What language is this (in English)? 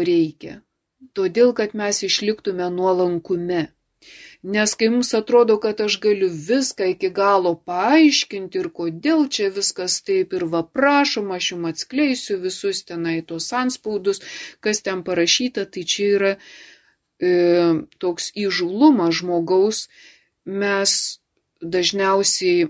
Lithuanian